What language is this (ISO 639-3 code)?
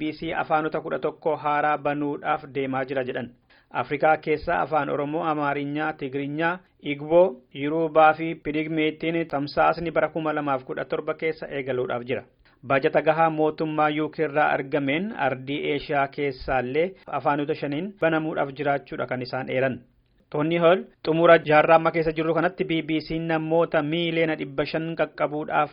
orm